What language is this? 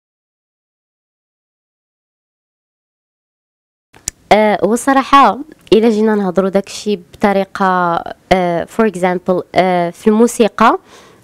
Moroccan Arabic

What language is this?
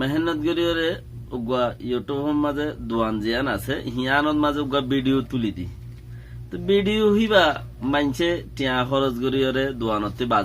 Rohingya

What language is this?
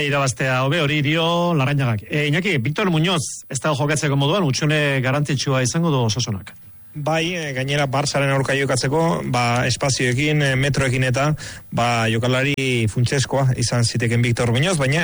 Basque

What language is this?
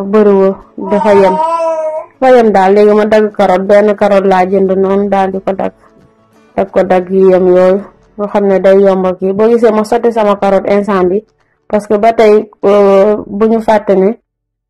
Wolof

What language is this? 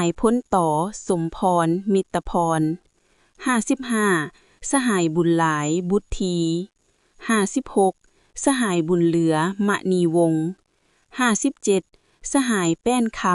Lao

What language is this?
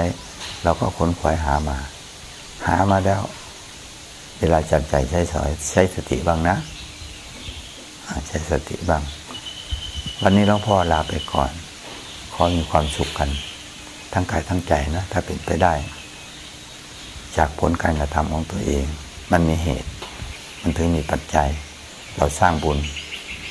Thai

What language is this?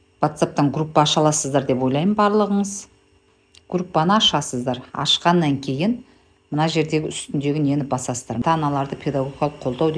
Kazakh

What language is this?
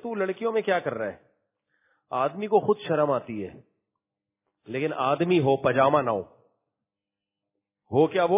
Urdu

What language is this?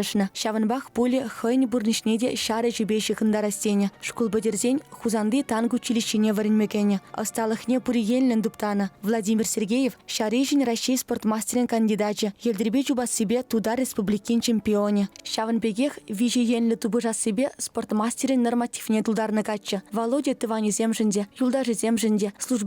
Chuvash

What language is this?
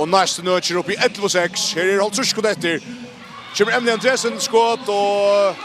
Faroese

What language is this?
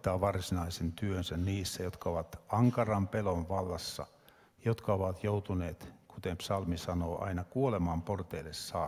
Finnish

